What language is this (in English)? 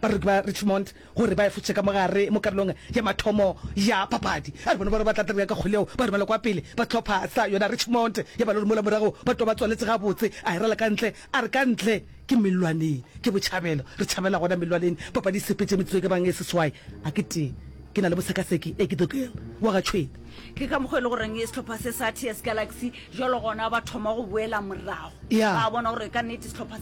Northern Sotho